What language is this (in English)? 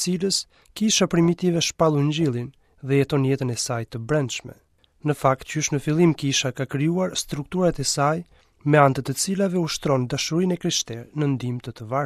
Albanian